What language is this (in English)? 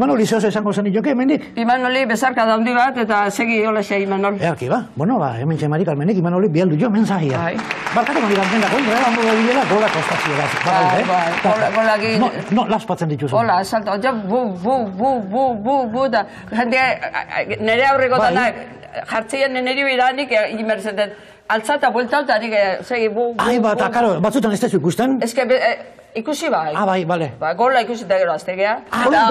Basque